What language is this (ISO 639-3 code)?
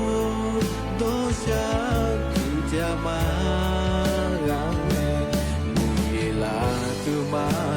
lhu